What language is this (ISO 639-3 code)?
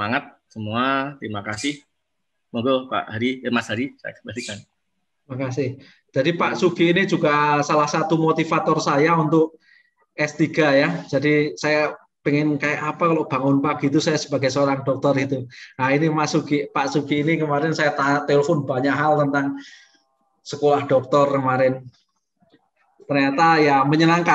ind